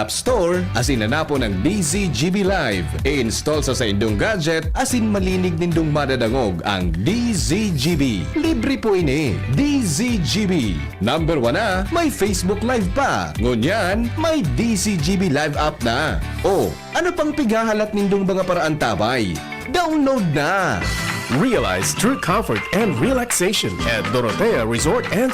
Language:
Bikol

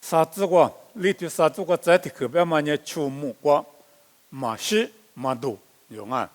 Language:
Lisu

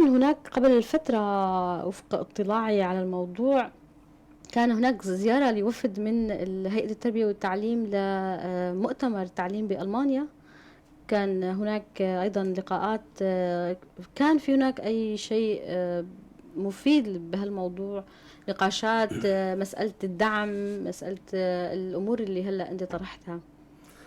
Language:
North Levantine Arabic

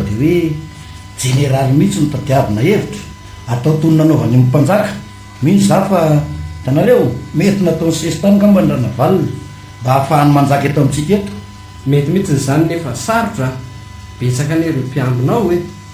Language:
Malagasy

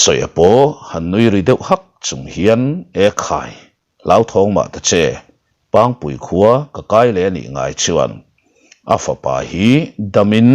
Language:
Mizo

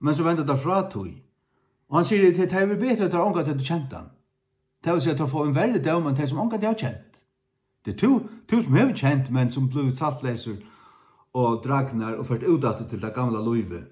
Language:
Faroese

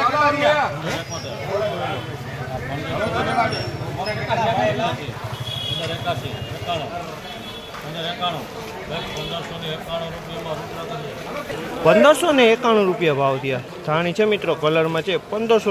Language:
Gujarati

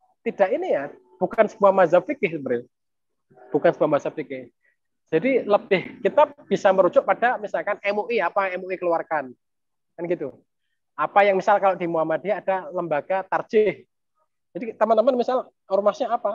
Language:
Indonesian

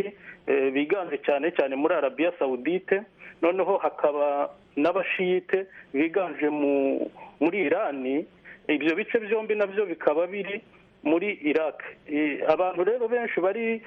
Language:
Kinyarwanda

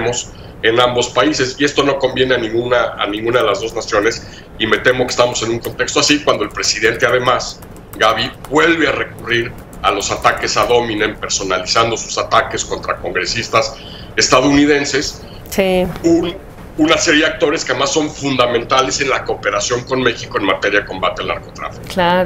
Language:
Spanish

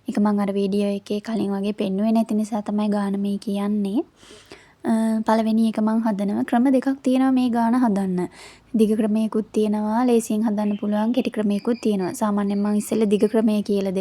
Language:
Sinhala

